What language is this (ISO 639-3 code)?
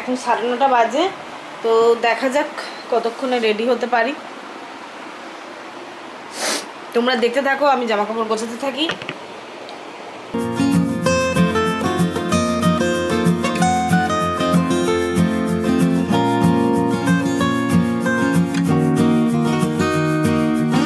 ben